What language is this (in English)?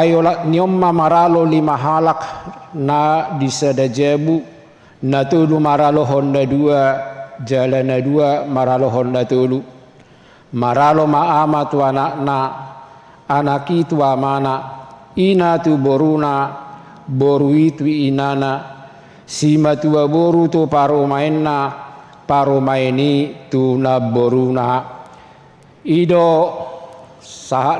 Batak Toba